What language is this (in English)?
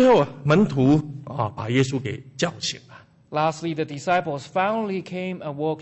Chinese